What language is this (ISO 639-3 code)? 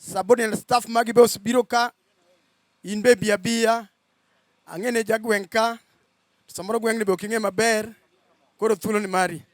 luo